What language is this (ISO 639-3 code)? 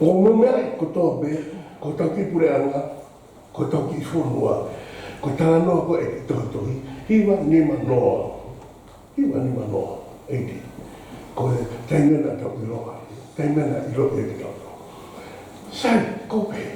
ton